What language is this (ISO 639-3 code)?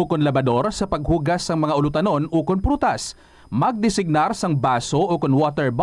hil